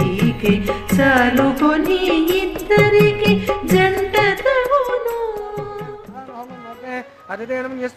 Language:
Telugu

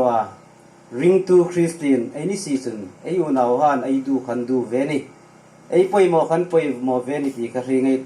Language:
Hmar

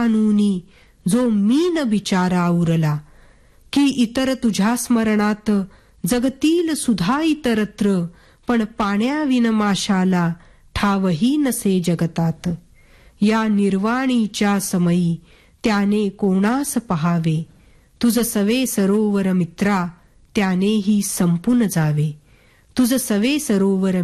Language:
Marathi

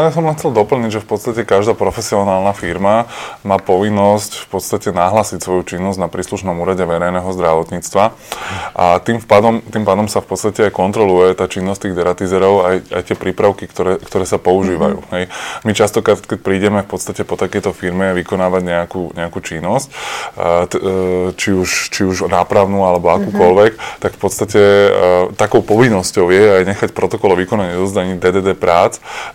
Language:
Slovak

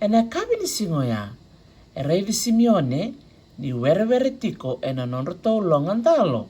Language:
Fijian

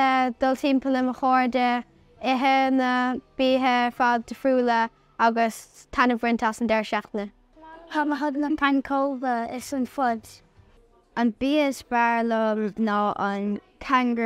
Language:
Irish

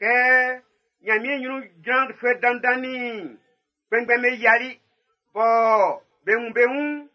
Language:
Baoulé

